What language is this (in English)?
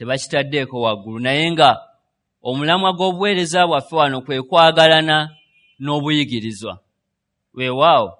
Ganda